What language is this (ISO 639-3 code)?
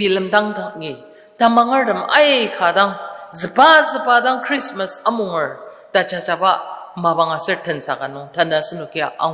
njo